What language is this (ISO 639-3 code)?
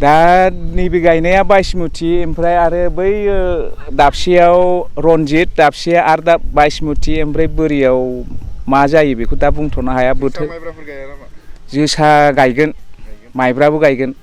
brx